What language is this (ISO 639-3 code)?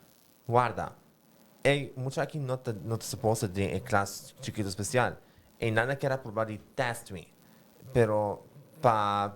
pap